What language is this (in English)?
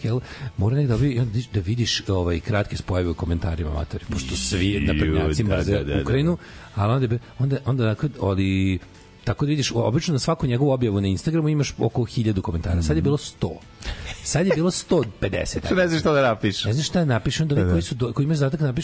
Serbian